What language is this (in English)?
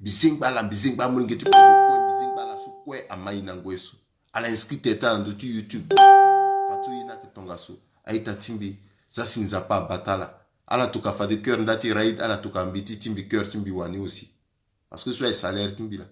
Sango